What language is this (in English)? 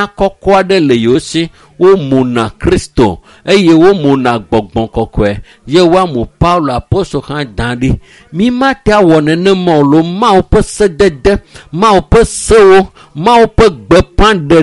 Ewe